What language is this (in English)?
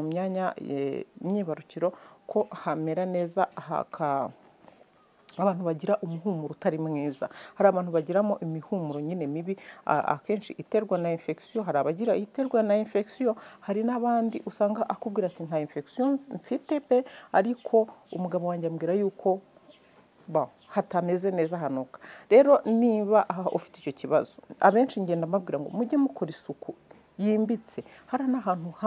Kinyarwanda